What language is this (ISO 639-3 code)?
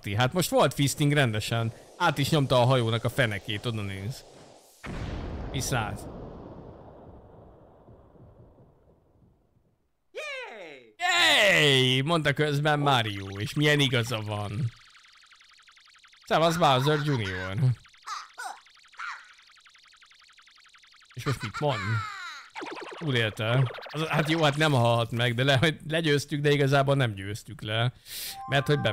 hun